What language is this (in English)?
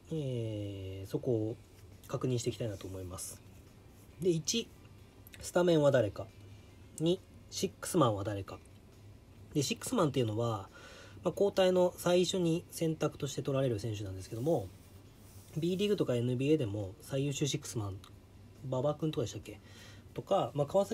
Japanese